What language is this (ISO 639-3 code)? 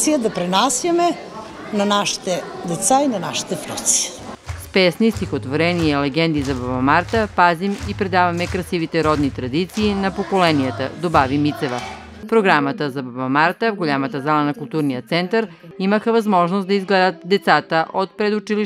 bul